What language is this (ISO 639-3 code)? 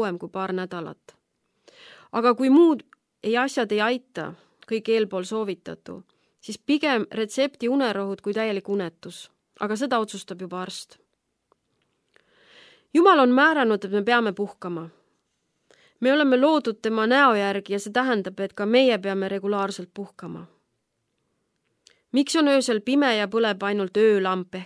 est